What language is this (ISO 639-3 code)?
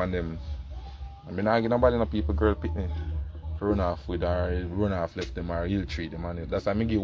jam